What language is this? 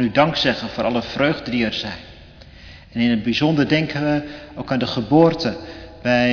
Dutch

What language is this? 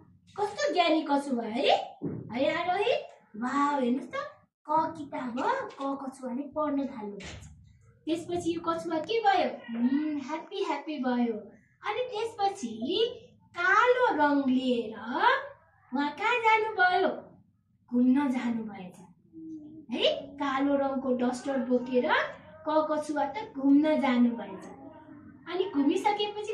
Nepali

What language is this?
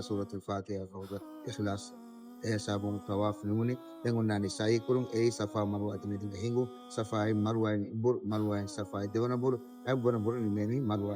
Divehi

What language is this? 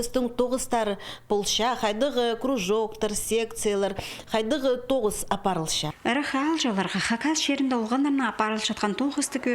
Khakas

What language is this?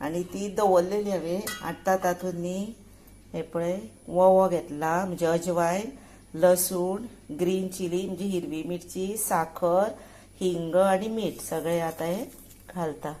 Konkani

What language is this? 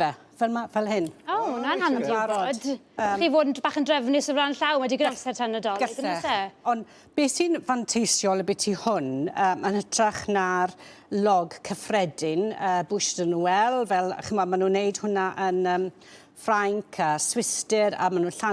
Welsh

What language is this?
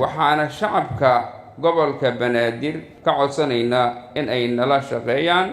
Somali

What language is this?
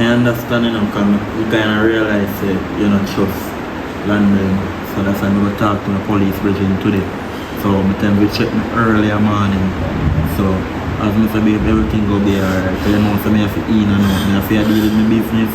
Jamaican Creole English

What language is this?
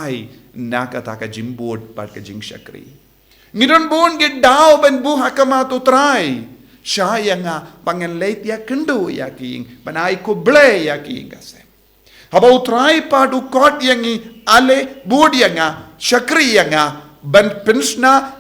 Khasi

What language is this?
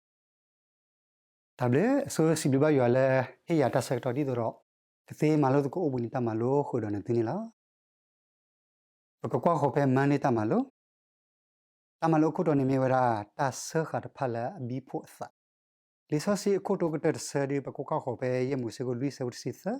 S'gaw Karen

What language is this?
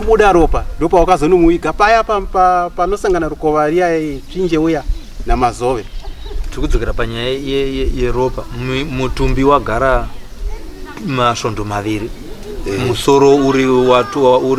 Shona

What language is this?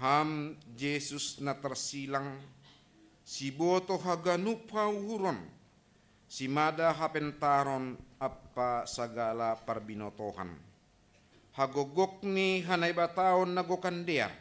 Batak Simalungun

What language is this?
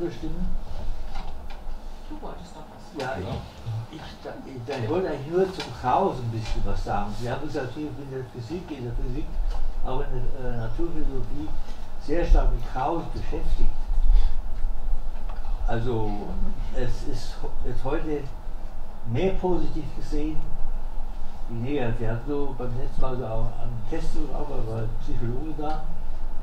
German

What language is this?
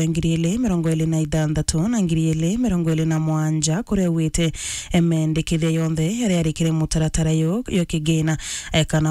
Meru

